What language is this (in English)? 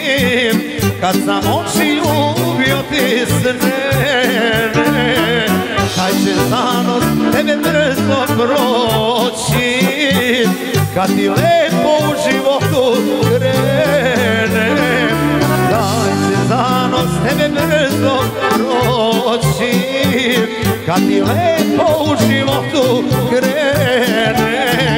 Serbian